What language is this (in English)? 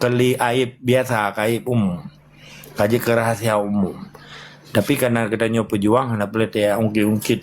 Achinese